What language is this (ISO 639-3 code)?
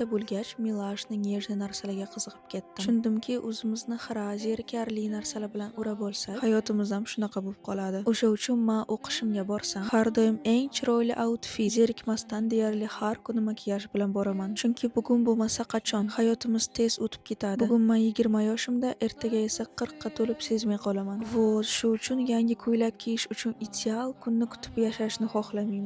uzb